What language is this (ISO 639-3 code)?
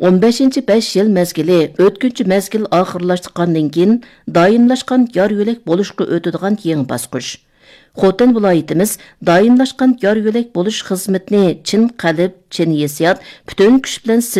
uig